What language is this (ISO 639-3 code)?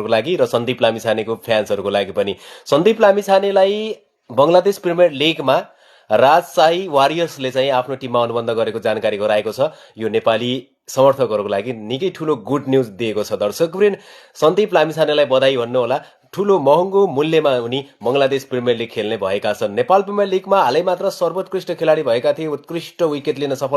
nep